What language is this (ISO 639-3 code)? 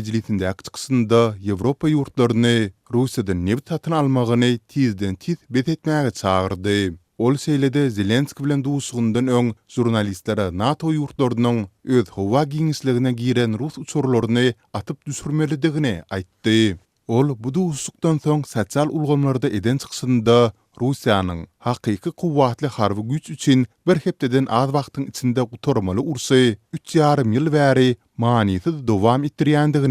tuk